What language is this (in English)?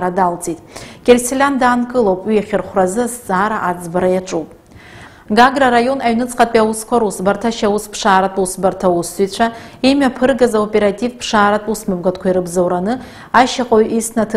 Abkhazian